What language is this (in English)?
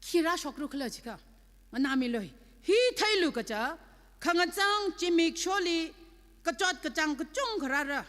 Tangkhul Naga (India)